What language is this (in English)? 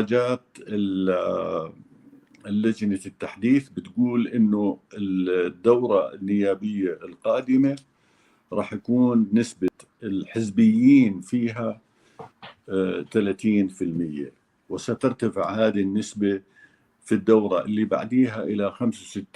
North Levantine Arabic